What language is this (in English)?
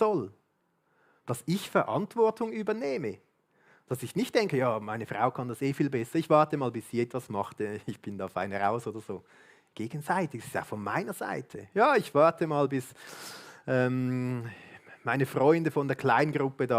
Swiss German